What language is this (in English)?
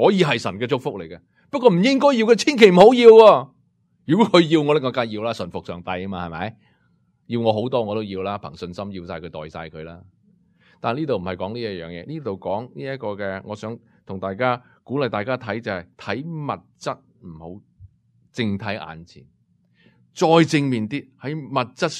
Cantonese